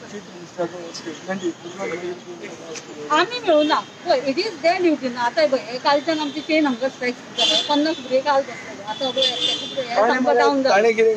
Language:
Konkani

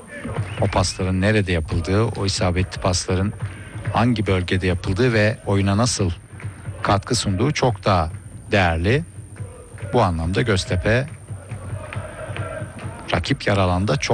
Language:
Turkish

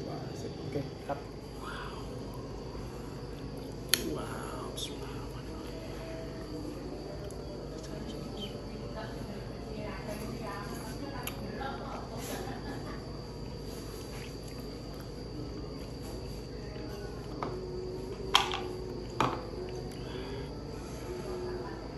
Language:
Indonesian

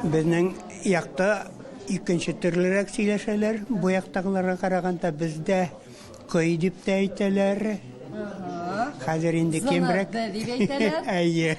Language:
Tatar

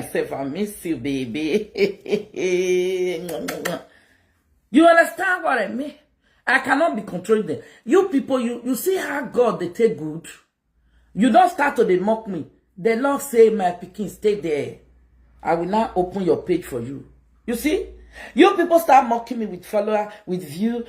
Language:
Nigerian Pidgin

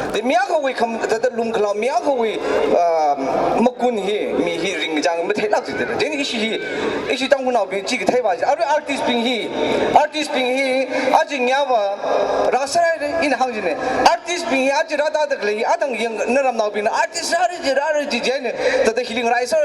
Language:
Tangkhul Naga (India)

